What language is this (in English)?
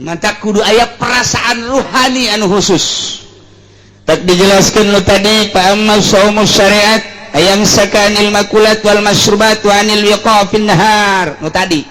Sundanese